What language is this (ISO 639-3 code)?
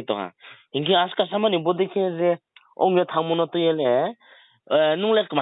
ria